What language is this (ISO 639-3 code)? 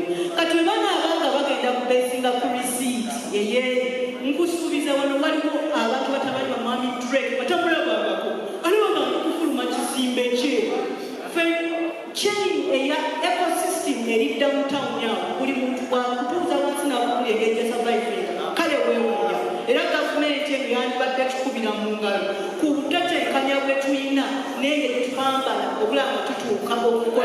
lug